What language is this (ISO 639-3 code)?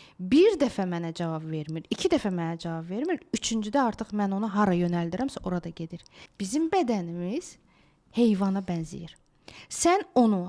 aze